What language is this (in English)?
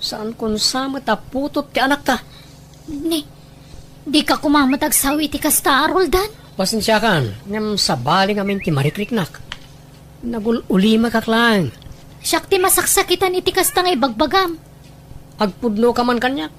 Iloko